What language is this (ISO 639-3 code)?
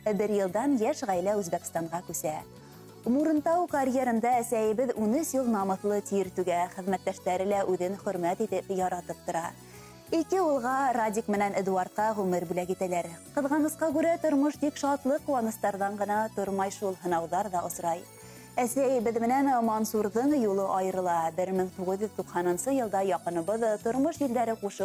bak